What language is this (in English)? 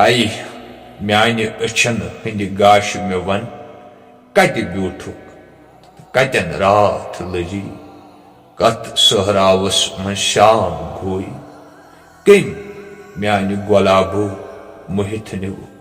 Kashmiri